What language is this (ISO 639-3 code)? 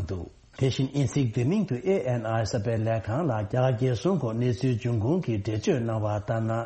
bod